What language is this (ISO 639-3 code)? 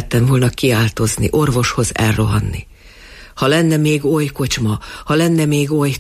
hun